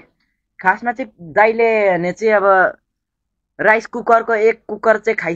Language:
Nepali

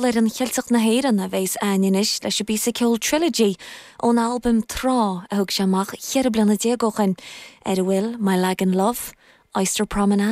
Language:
Irish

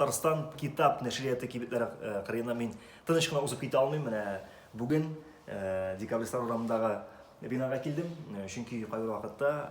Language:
Tatar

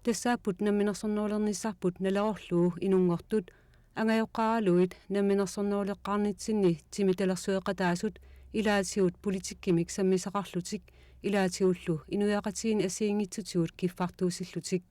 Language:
Kalaallisut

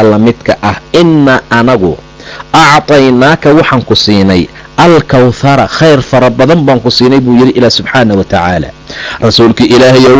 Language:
Somali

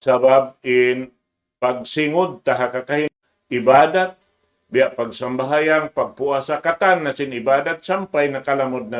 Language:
Tausug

